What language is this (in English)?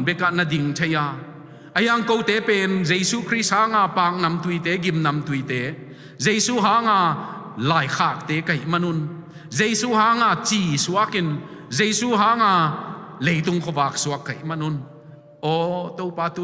Tedim Chin